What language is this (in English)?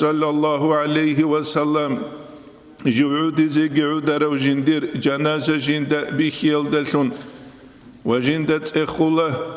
Avaric